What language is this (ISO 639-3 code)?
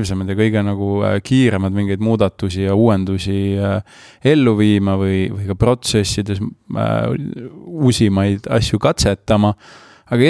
est